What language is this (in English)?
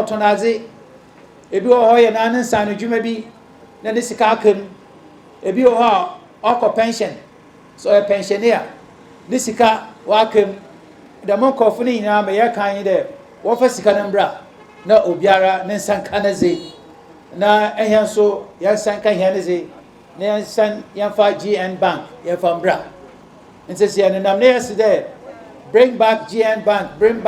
Akan